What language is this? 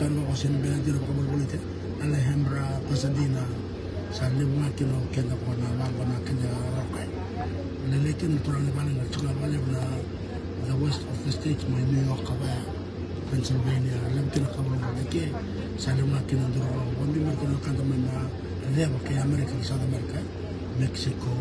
Fijian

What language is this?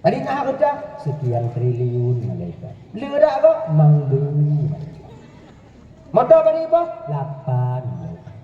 Achinese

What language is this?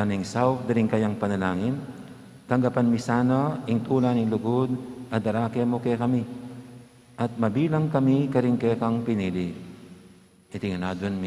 Pampanga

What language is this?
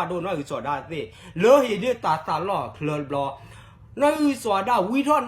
S'gaw Karen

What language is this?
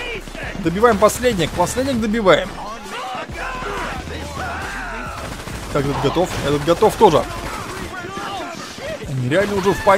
Russian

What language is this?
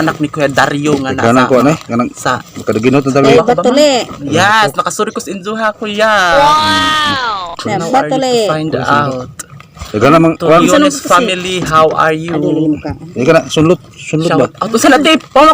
Cebuano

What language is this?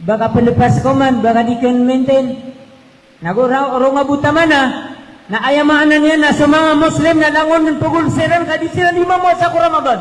Maranao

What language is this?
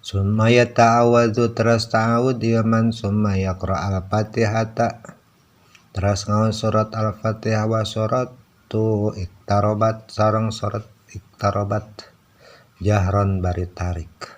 Sundanese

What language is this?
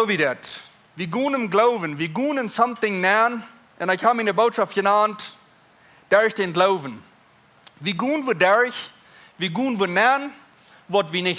Plautdietsch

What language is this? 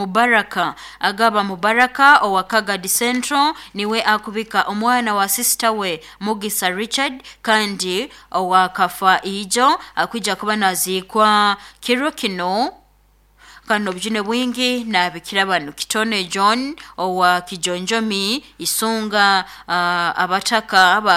Nyoro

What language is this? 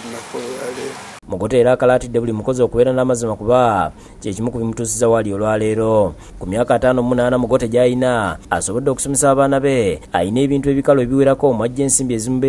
Ganda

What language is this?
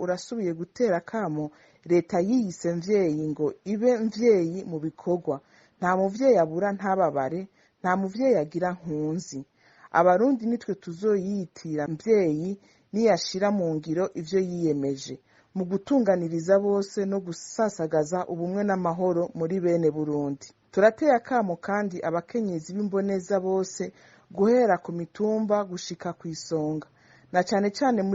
Rundi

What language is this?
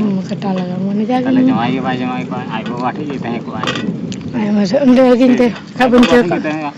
Santali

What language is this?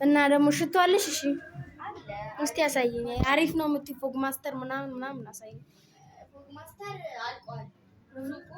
Amharic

